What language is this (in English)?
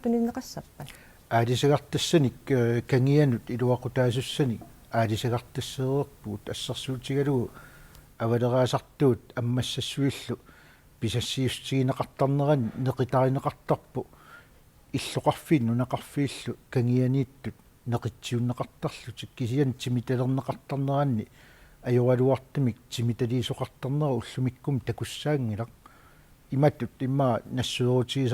Kalaallisut